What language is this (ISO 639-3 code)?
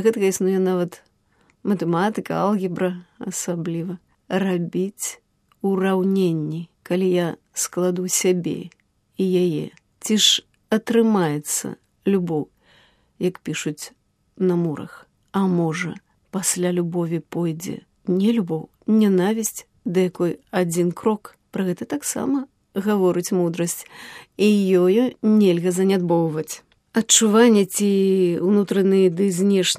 bel